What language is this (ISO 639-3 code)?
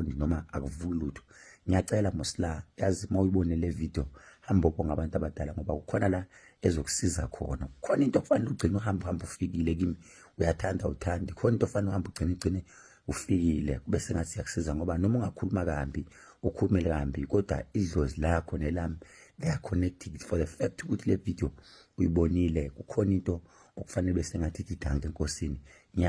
zul